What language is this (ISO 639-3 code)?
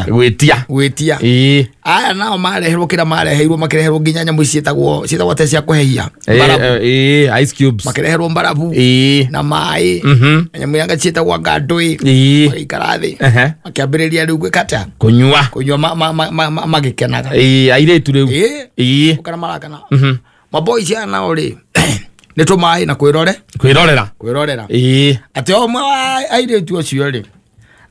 kik